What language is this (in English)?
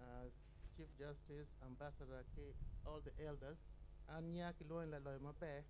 Acoli